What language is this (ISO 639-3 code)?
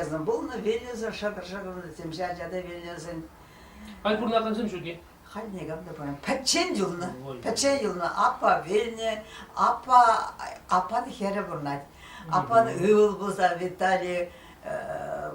chv